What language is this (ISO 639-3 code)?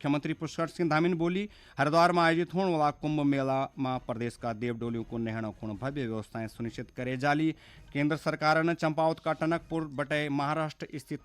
gbm